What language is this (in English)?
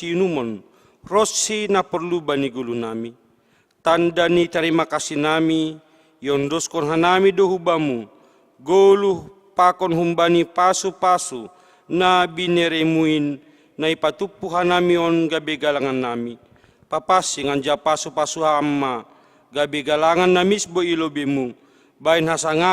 Batak Simalungun